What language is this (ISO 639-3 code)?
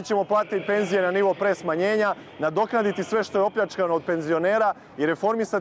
srp